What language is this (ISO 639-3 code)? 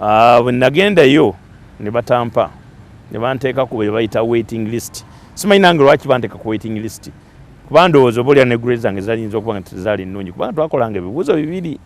lug